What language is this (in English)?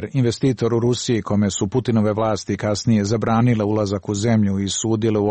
Serbian